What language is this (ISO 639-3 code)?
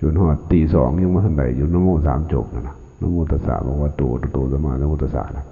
lao